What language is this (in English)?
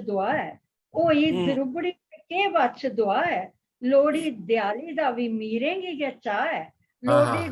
Dogri